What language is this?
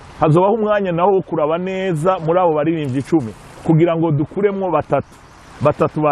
Rundi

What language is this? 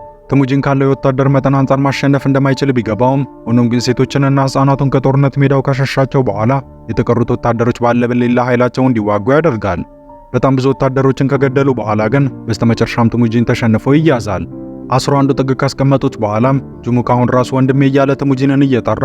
Amharic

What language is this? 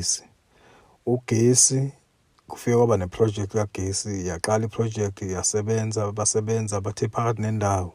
Zulu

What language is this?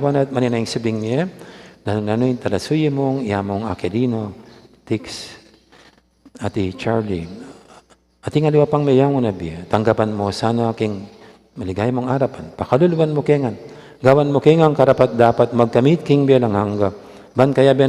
Pampanga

